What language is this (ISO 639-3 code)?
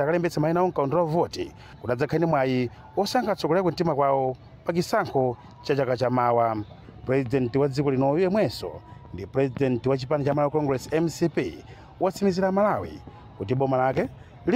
nya